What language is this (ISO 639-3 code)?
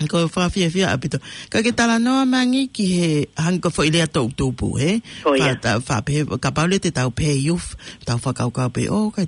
ton